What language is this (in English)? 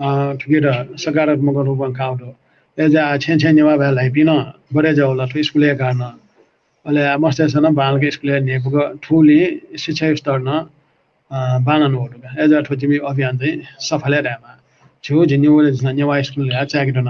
Newari